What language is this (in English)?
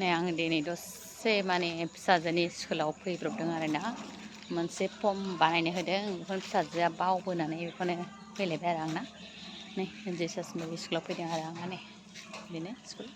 Bodo